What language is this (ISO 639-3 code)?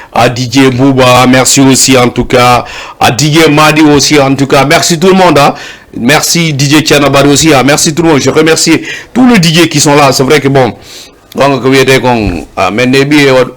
ful